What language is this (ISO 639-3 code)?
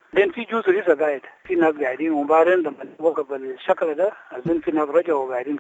apd